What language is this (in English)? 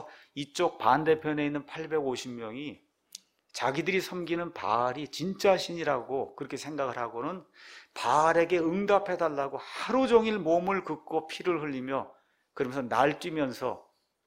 Korean